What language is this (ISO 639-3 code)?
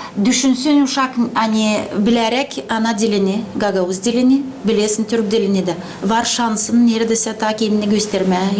gag